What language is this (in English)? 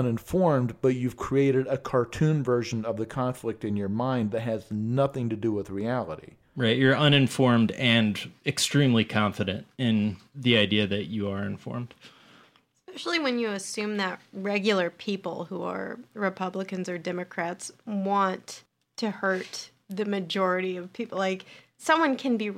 English